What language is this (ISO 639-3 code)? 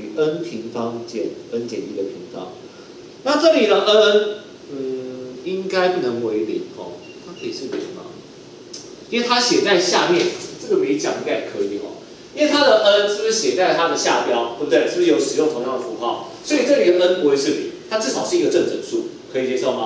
zho